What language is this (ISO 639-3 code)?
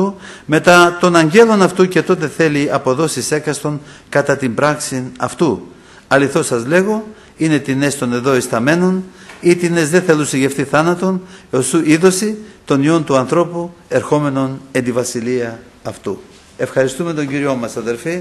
ell